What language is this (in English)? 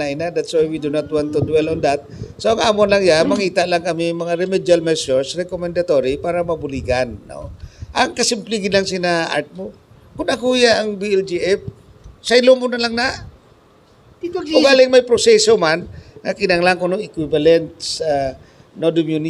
Hiligaynon